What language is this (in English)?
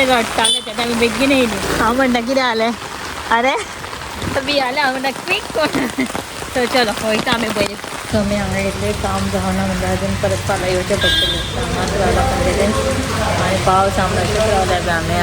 Konkani